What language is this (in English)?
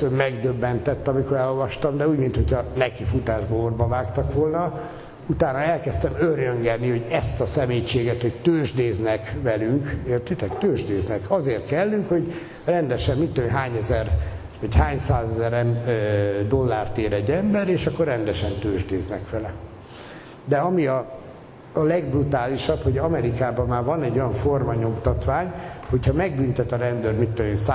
Hungarian